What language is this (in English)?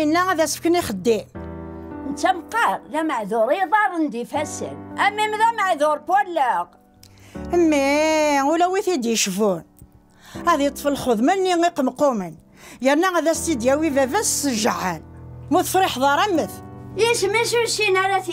Kabyle